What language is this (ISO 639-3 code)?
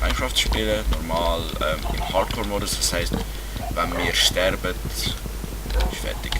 gsw